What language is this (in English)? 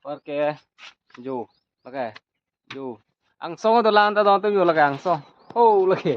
Karbi